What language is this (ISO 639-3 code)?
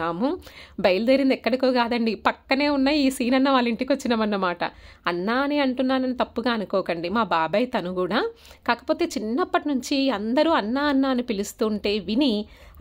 tel